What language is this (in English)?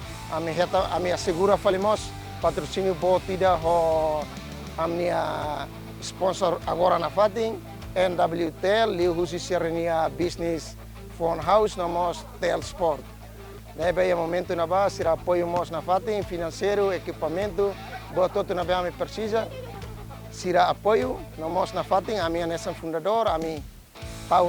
Tetum